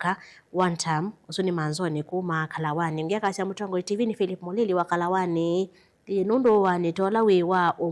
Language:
Kamba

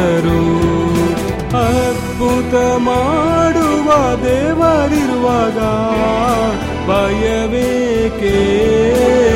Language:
Kannada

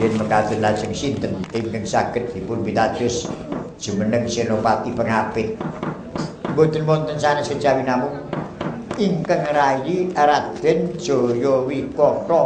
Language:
Javanese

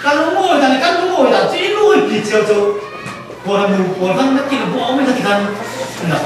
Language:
Falam Chin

